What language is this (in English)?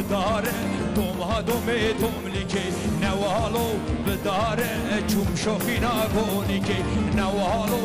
Kurdish